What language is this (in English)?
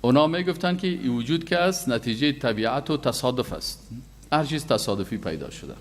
Persian